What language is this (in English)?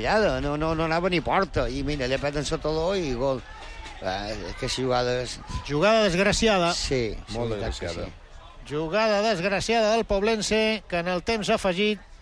Catalan